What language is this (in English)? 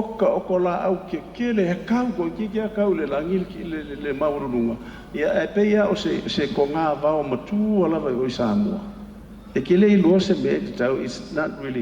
Samoan